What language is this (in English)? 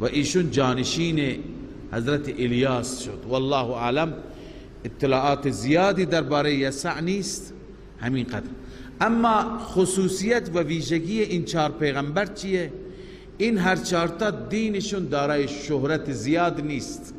Persian